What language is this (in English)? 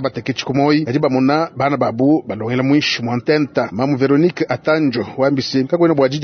Luba-Lulua